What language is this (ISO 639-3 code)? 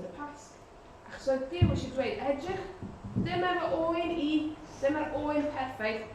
cym